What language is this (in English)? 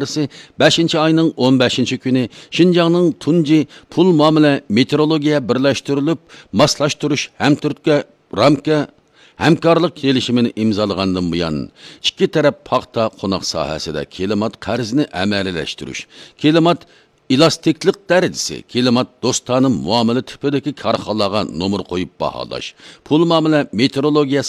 Uyghur